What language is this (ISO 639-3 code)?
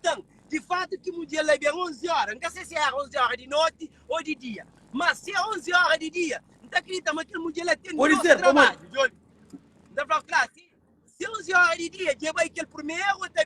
kea